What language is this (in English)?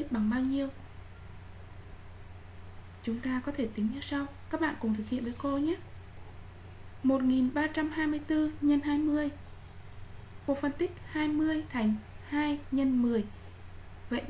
Vietnamese